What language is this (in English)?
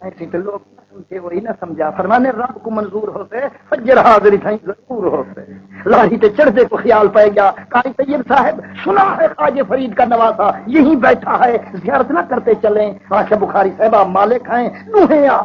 Saraiki